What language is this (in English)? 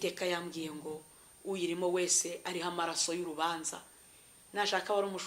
Kinyarwanda